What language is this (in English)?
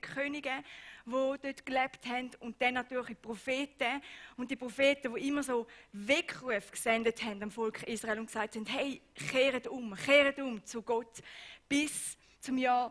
Swiss German